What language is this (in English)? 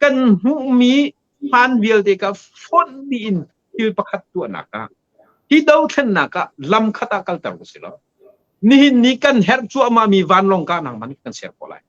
Hakha Chin